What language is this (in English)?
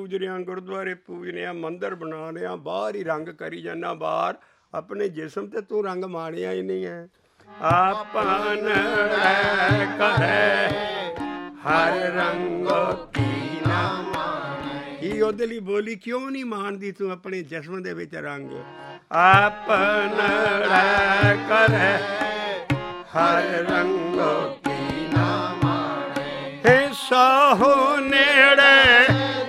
Punjabi